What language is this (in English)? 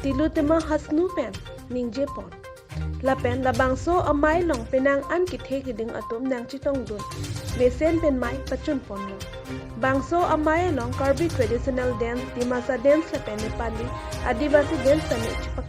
Karbi